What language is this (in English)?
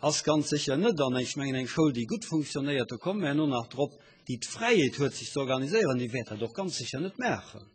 Luxembourgish